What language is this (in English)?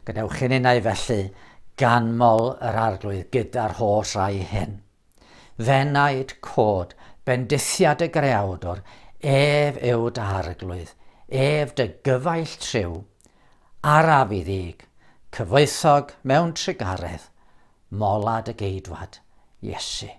Welsh